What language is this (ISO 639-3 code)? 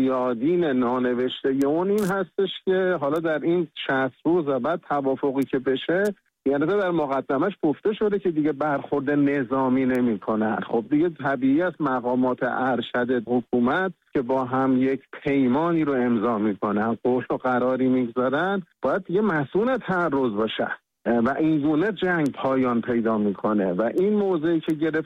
fas